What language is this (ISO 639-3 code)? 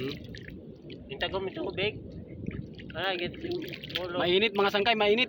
war